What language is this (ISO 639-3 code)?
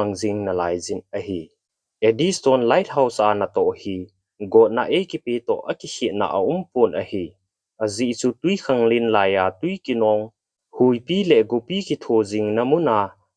tcz